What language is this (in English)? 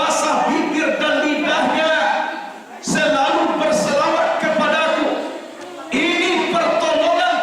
Minangkabau